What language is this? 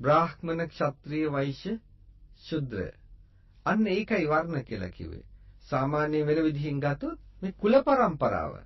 Sinhala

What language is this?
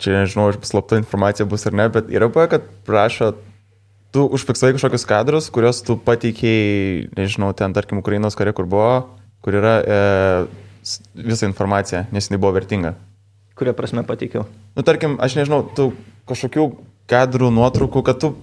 Lithuanian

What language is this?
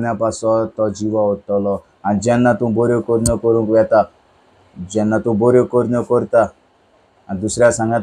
Konkani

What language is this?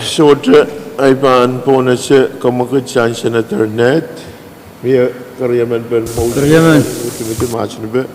Pohnpeian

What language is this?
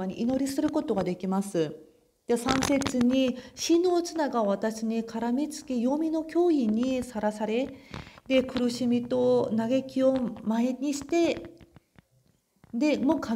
Japanese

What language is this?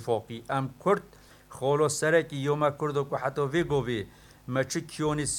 Kurdish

